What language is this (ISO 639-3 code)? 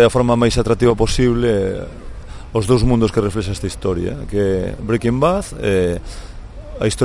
glg